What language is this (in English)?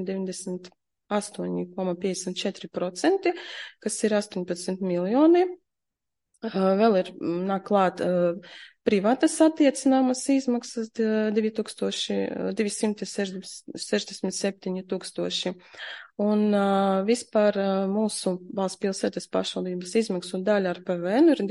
Latvian